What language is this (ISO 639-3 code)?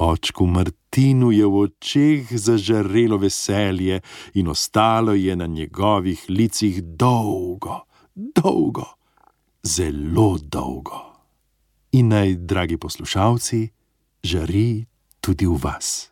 slv